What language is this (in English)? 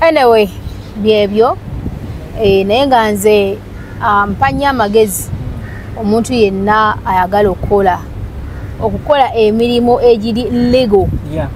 Ganda